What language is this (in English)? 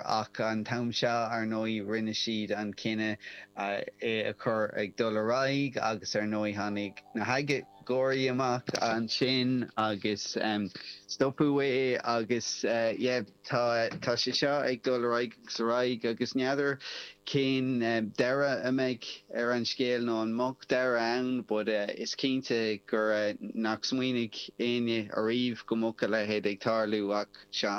Irish